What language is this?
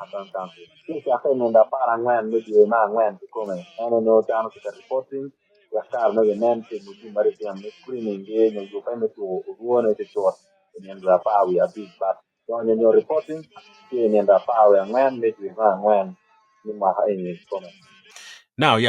Acoli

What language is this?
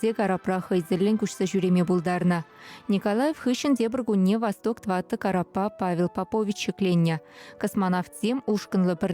Chuvash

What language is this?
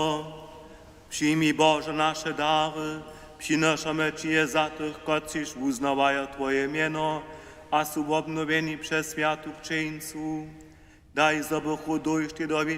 Upper Sorbian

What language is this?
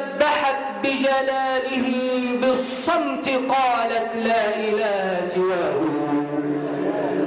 Arabic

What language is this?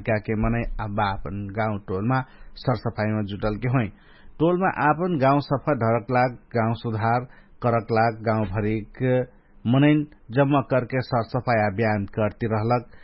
Dangaura Tharu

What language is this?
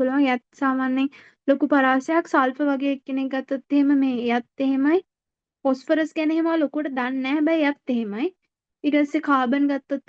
Sinhala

